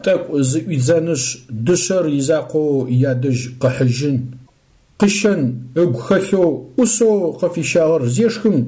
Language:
Adyghe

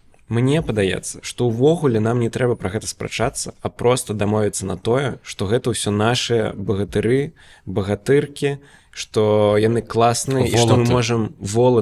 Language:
Belarusian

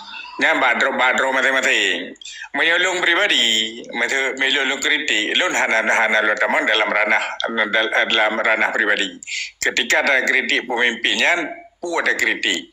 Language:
Achinese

